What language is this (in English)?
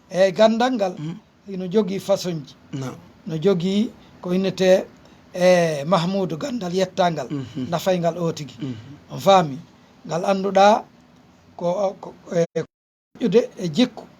Fula